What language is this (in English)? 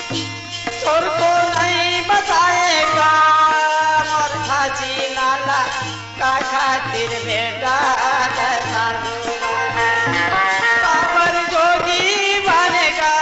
Chhattisgarhi